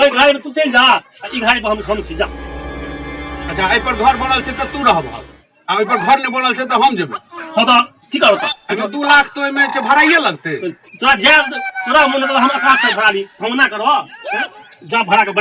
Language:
Maithili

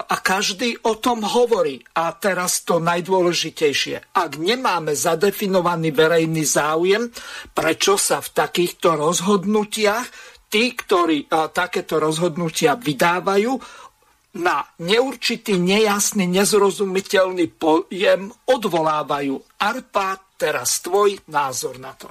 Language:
Slovak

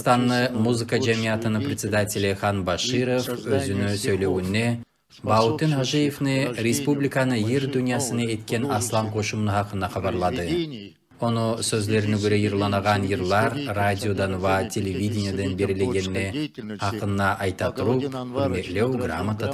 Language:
Kumyk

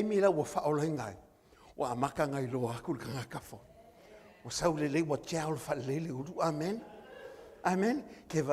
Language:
Samoan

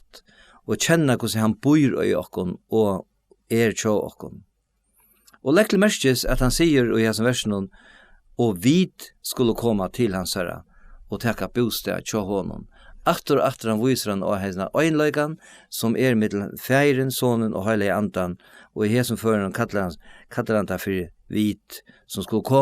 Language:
Faroese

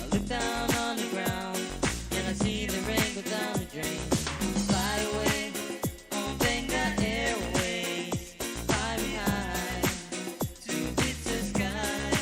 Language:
Pohnpeian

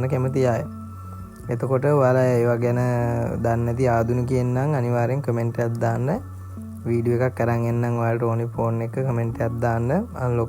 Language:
Sinhala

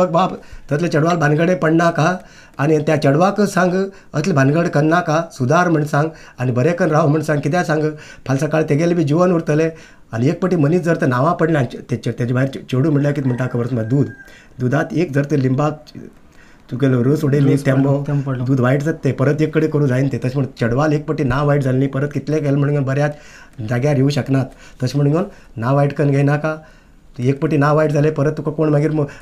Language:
Konkani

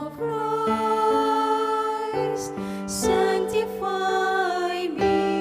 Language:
Pampanga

